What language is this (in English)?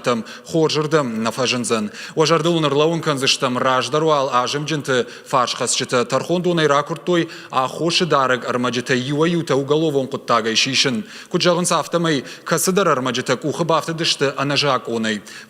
Ossetic